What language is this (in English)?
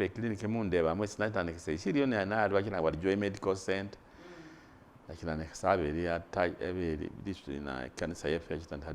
Masaaba